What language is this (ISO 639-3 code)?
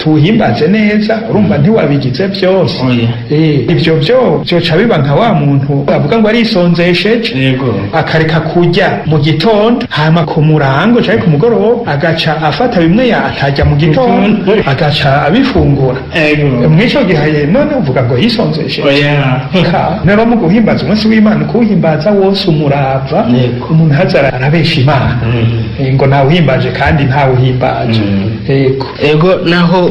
run